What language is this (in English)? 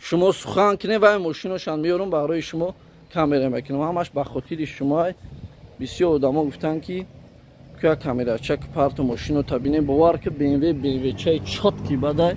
Tajik